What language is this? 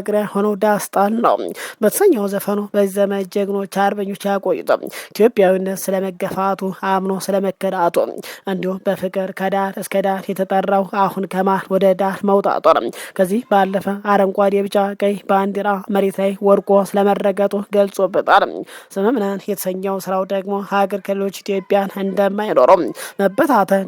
Amharic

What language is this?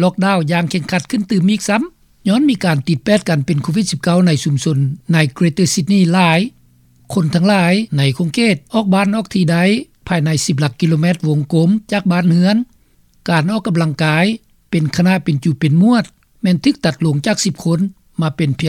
Lao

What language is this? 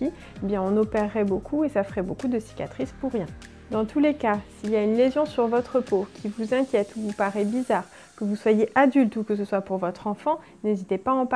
French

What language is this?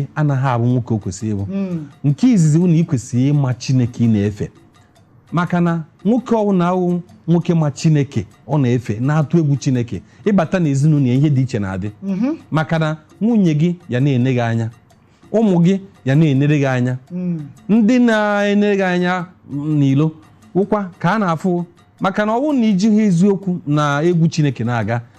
Igbo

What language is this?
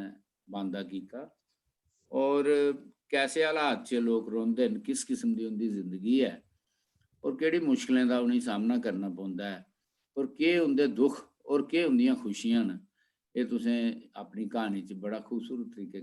Dogri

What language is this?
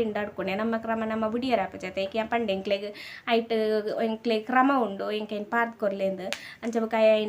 Tulu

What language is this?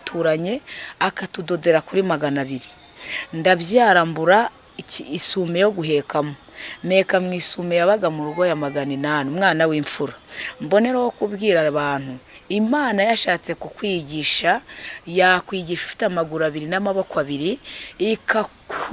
Kinyarwanda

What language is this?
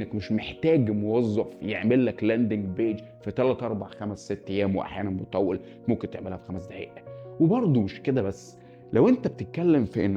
Egyptian Arabic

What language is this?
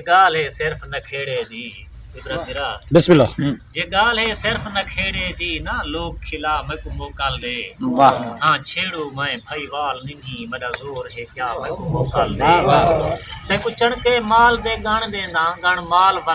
Saraiki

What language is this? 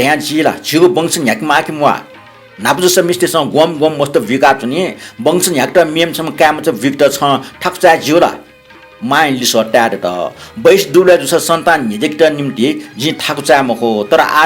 Newari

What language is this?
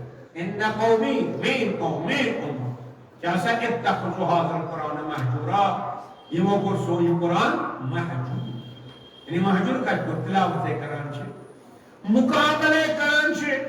Kashmiri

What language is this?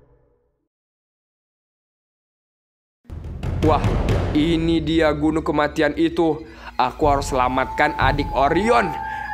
Indonesian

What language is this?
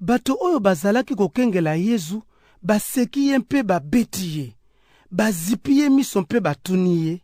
Lingala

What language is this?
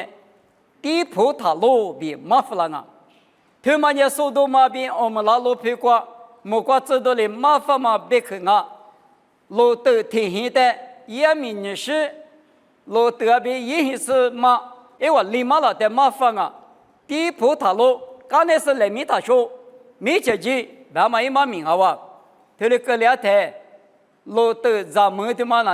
Lisu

